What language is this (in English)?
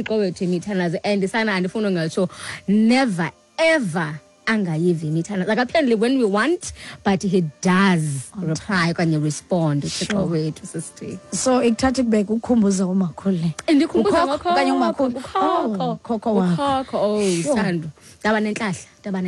Xhosa